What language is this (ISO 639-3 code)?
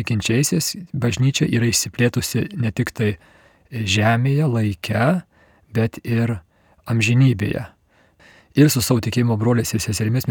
lit